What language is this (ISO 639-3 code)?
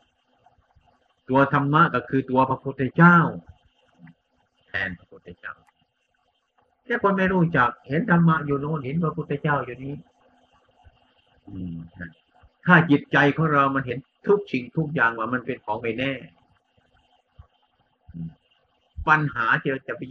tha